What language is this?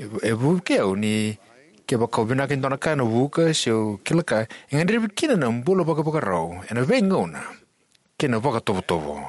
Fijian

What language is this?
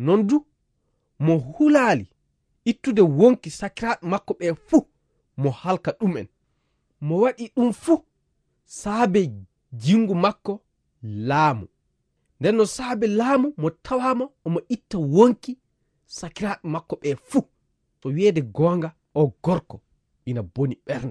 Fula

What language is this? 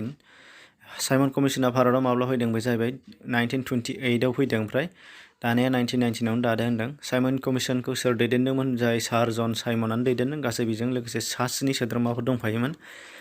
Bodo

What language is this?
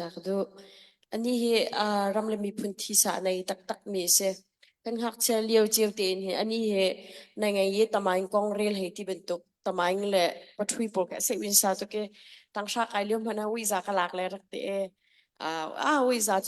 Hakha Chin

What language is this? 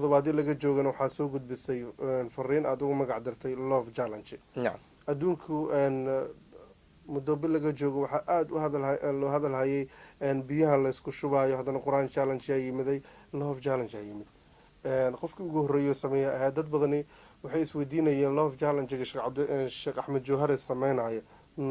Somali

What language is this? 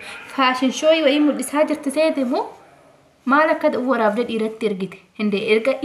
Oromo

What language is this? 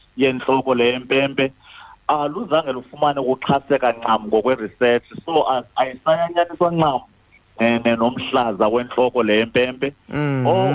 Xhosa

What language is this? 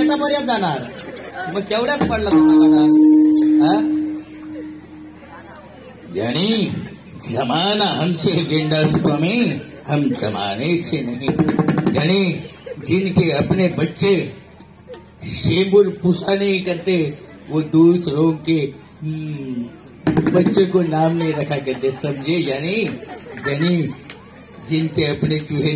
Marathi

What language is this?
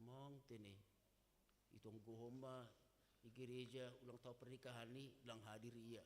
Batak Simalungun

